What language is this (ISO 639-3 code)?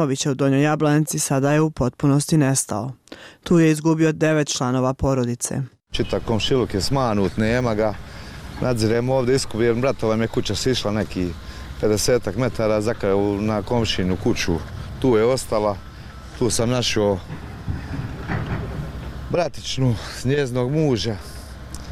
bos